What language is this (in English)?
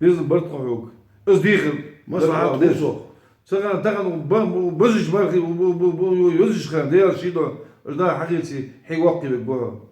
Ingush